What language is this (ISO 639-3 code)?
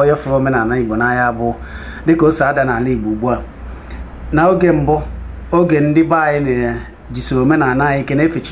ibo